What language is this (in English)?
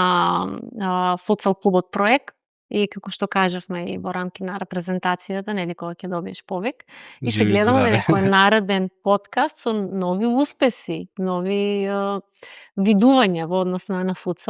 Macedonian